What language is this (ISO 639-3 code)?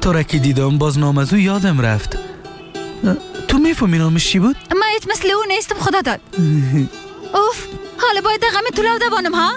fas